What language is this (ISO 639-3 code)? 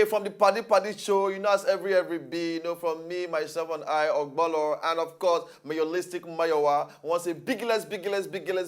pcm